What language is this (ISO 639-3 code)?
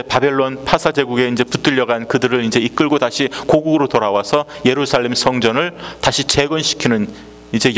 kor